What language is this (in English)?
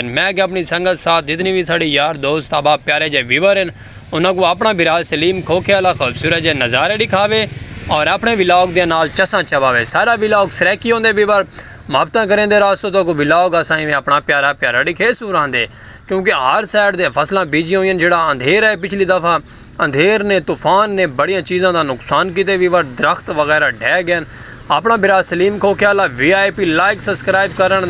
Saraiki